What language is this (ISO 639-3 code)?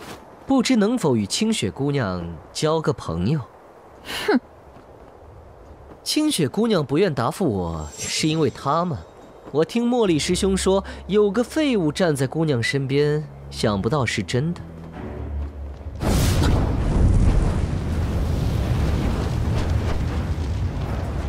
zho